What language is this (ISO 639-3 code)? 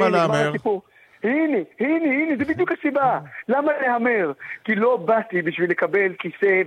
heb